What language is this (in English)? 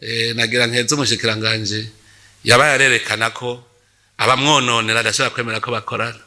Rundi